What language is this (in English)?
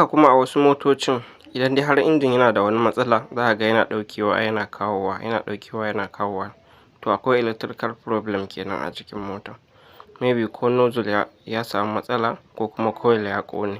Hausa